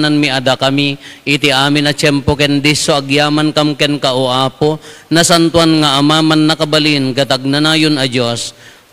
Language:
Iloko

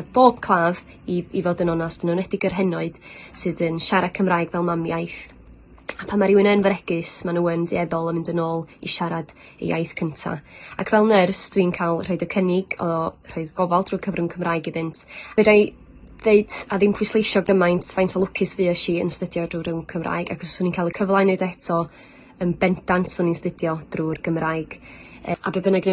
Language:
Welsh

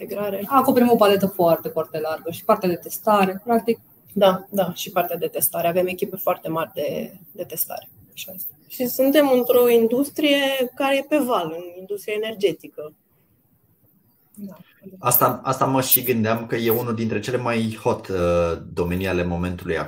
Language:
Romanian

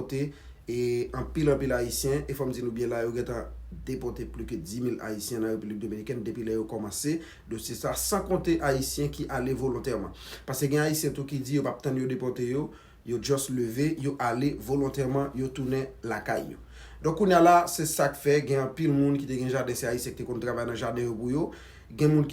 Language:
Haitian Creole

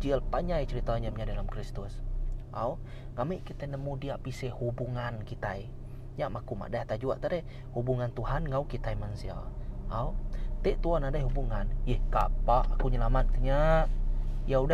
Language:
Iban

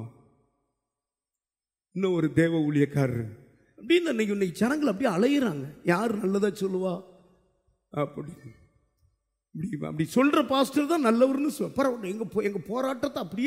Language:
Tamil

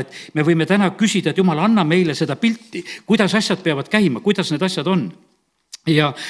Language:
Estonian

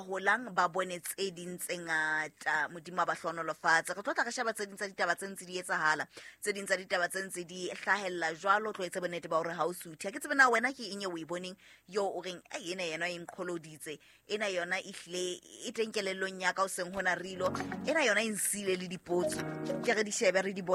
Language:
Southern Sotho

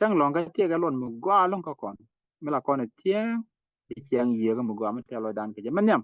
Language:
Nuer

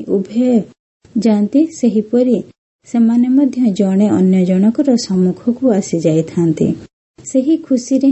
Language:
Odia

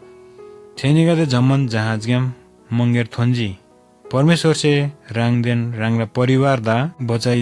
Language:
Eastern Tamang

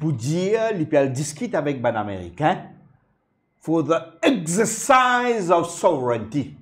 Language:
Morisyen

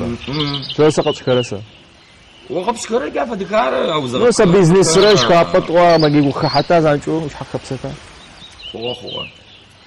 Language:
Adyghe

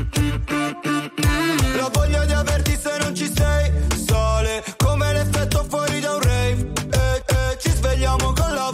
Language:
Italian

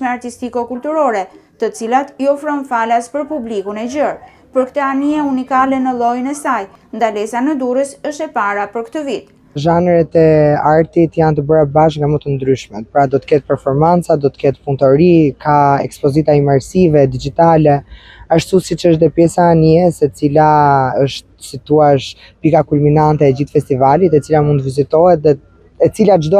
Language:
Albanian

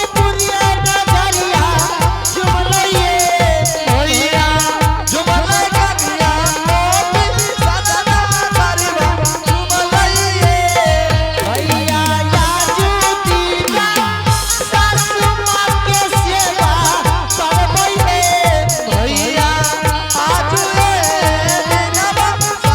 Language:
Angika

